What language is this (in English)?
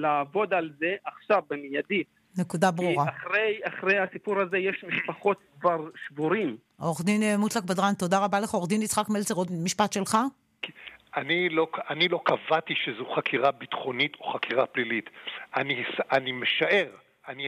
Hebrew